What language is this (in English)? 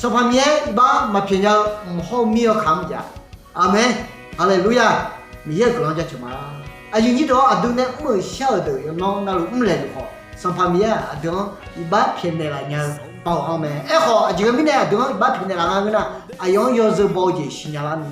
Akha